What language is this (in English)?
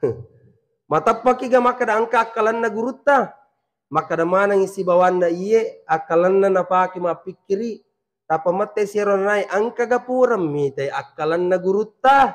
Buginese